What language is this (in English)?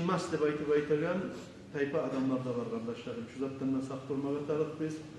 Kumyk